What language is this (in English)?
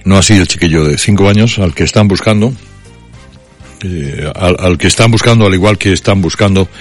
Spanish